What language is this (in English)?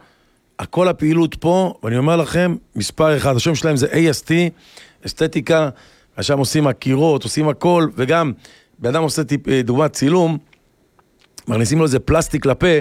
Hebrew